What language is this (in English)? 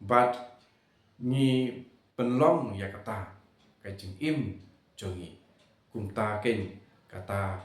Khasi